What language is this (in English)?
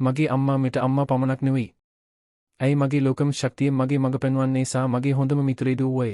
Sinhala